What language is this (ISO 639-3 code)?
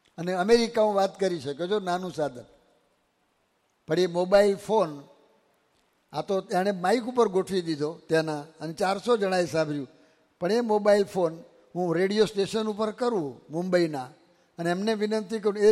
guj